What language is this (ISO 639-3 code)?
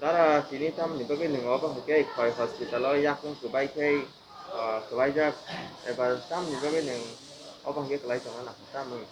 trp